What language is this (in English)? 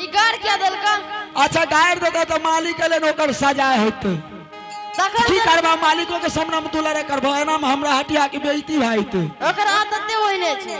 Angika